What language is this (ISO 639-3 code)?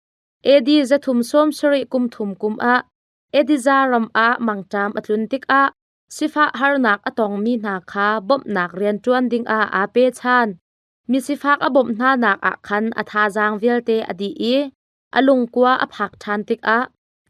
cnh